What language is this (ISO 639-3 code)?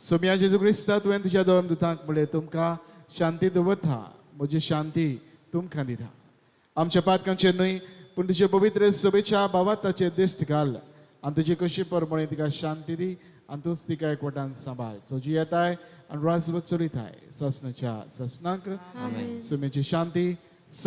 kok